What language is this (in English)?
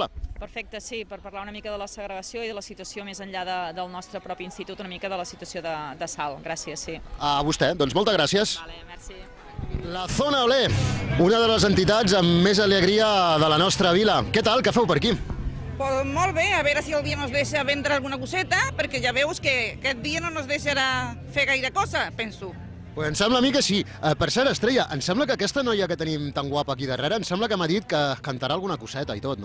Catalan